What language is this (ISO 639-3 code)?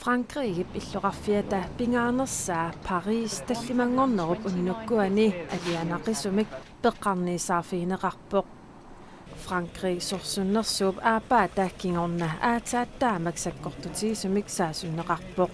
kal